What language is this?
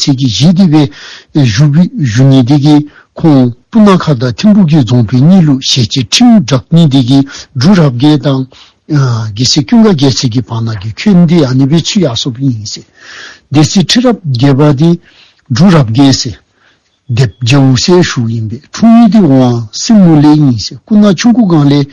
Dzongkha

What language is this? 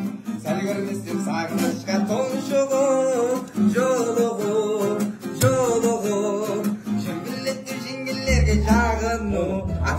Kara-Kalpak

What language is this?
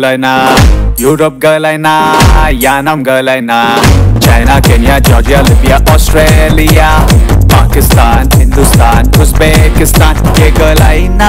Telugu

